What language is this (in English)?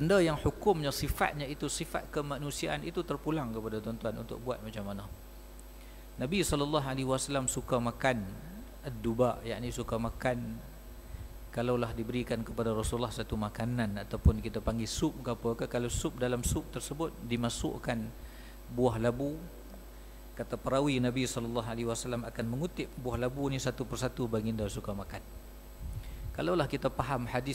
Malay